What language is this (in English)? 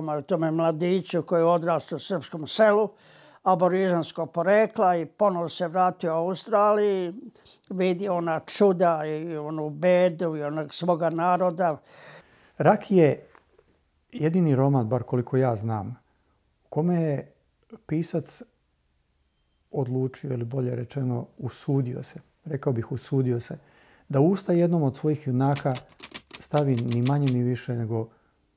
Serbian